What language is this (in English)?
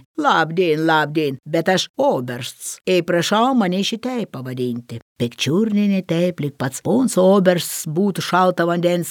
Lithuanian